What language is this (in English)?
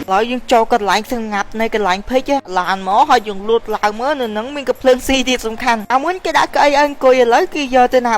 Khmer